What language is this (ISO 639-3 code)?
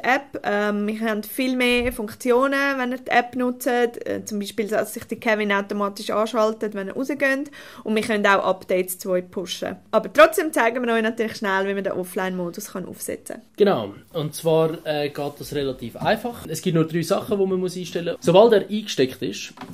gsw